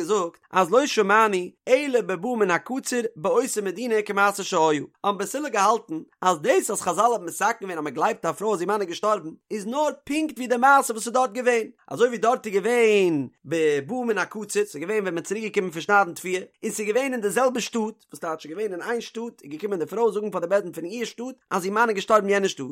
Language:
Yiddish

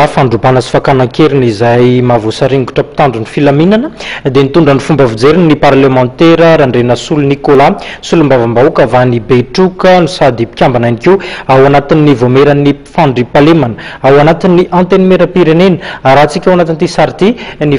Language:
Malagasy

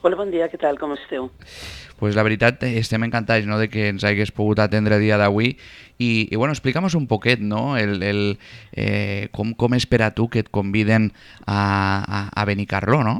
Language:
Catalan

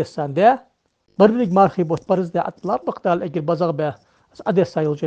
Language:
Ingush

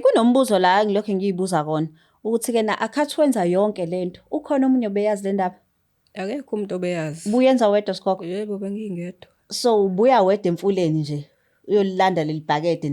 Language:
Zulu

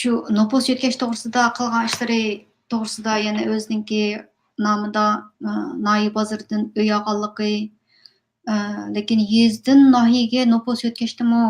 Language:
Uyghur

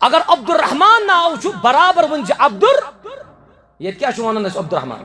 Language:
Kashmiri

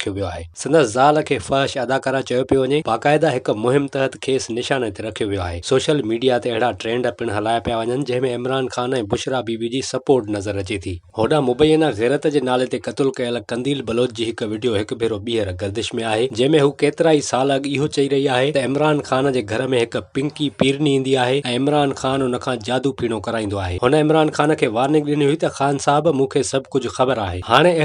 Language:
Sindhi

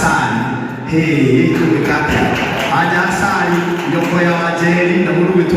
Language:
Kikuyu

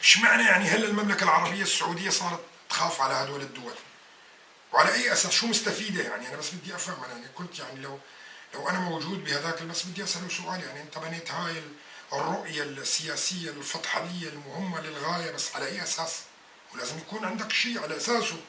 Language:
North Levantine Arabic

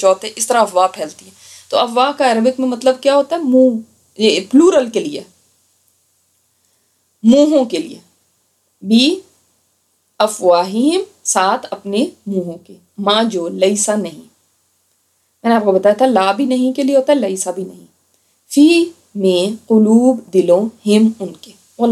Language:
Urdu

